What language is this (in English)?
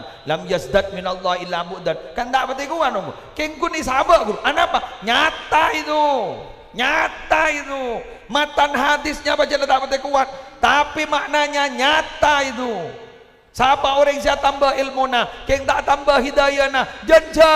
Madurese